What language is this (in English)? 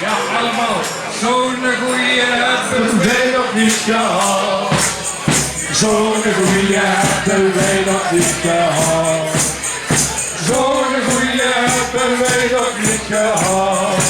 Limburgish